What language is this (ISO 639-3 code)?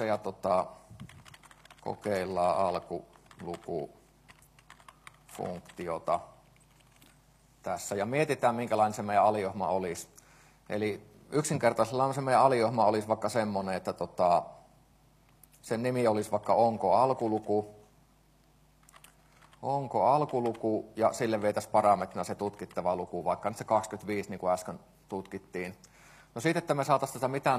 fin